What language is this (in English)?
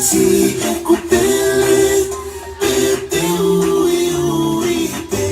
Tongan